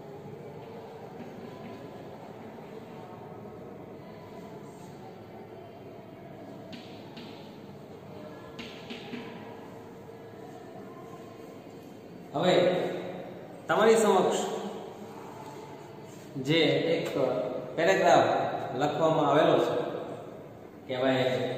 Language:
Gujarati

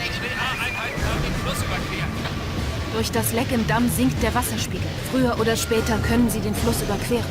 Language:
Bavarian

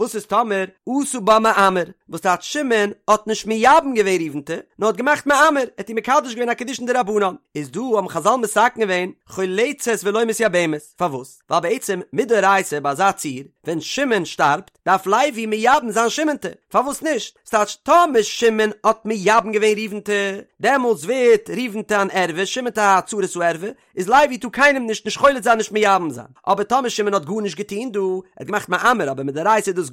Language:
Yiddish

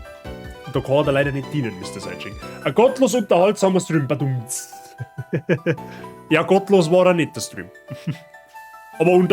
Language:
Bavarian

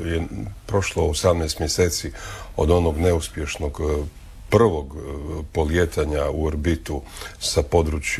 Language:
Croatian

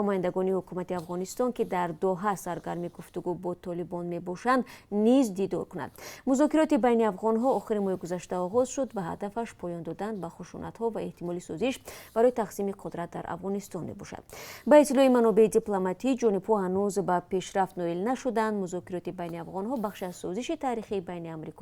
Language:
Tajik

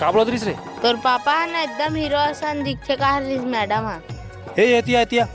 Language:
Chhattisgarhi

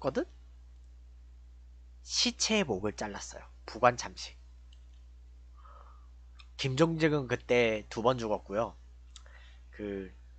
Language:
Korean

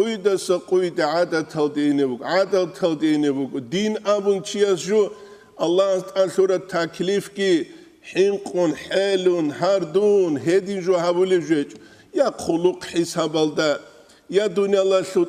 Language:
Avaric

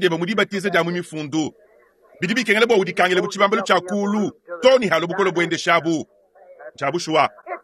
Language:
Luba-Lulua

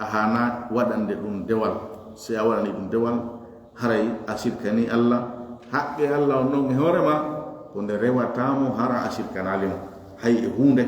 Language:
Fula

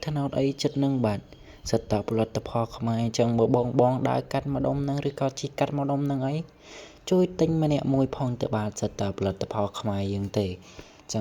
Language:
Khmer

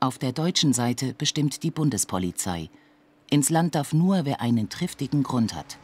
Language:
Swiss German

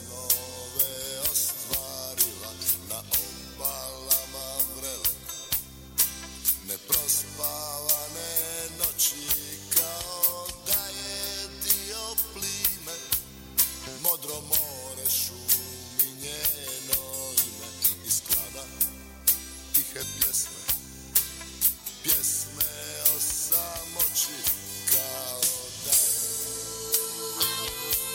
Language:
Bosnian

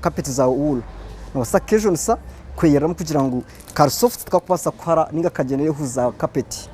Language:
Nyankole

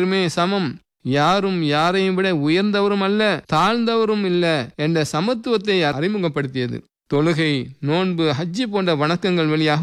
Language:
Tamil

